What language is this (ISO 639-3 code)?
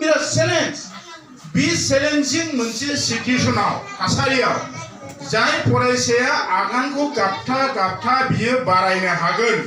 brx